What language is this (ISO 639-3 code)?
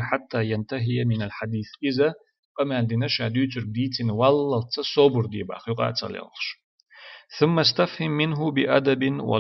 che